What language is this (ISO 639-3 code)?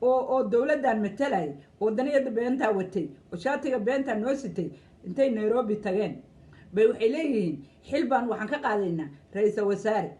som